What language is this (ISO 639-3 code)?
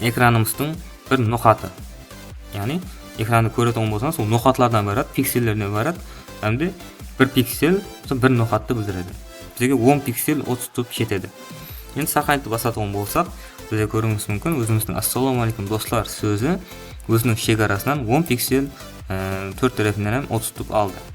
kaa